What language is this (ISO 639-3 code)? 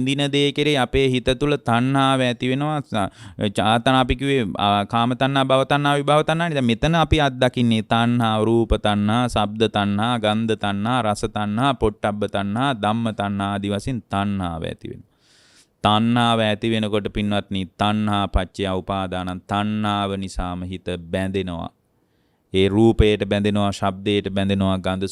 sin